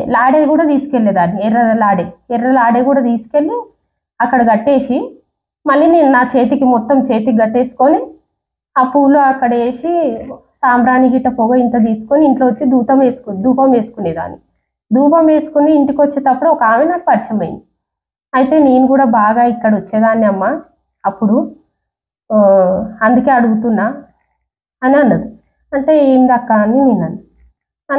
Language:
Telugu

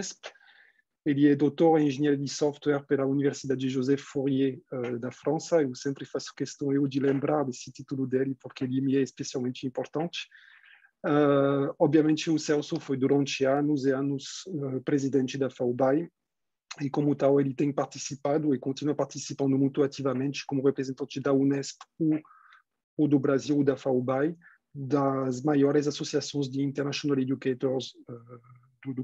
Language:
Portuguese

